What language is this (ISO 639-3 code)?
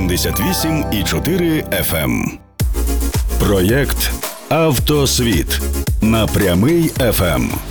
ukr